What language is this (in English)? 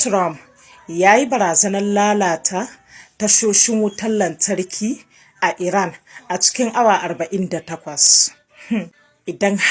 Hausa